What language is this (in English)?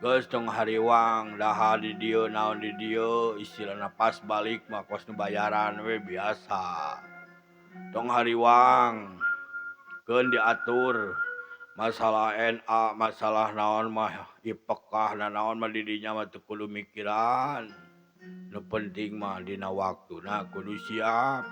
Sundanese